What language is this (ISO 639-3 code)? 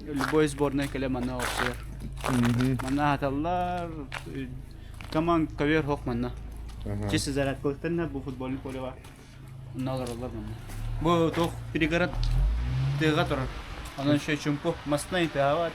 sah